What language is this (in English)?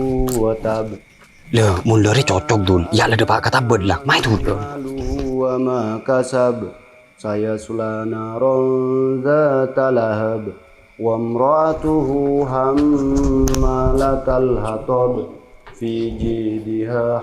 Madurese